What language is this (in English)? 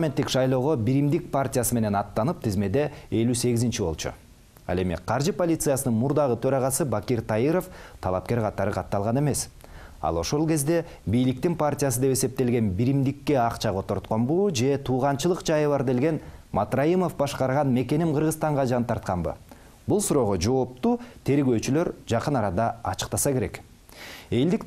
Kyrgyz